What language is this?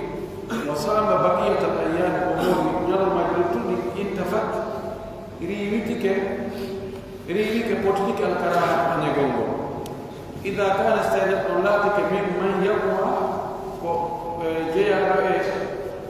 Pular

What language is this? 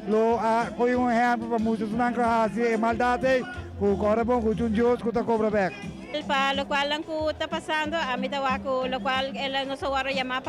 Papiamento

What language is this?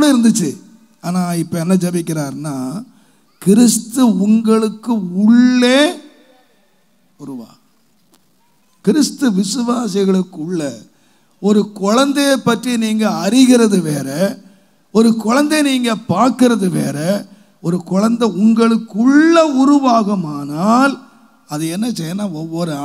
Tamil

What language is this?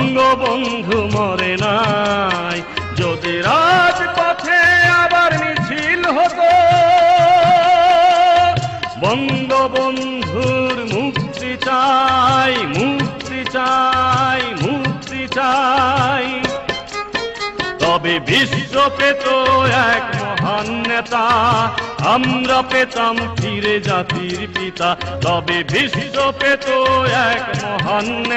Bangla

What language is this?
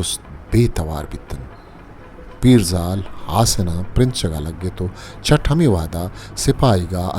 Baluchi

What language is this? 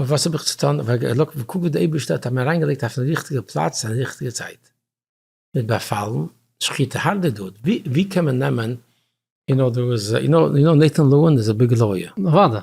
Yiddish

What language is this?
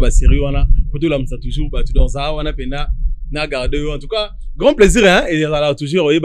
Lingala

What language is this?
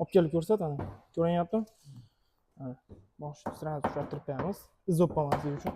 Uzbek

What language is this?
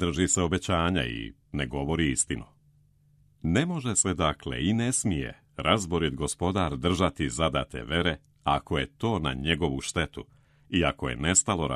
Serbian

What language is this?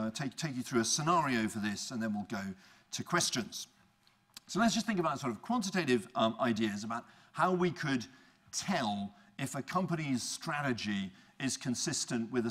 English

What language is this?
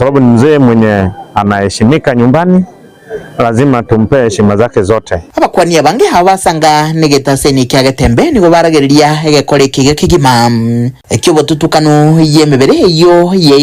Gusii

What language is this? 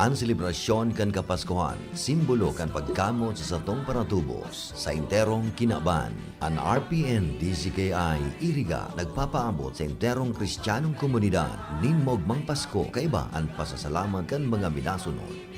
Bikol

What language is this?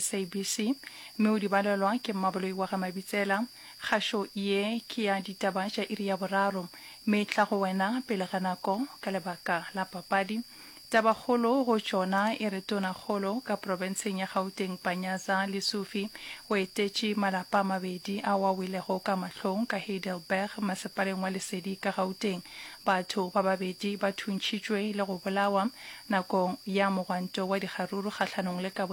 Northern Sotho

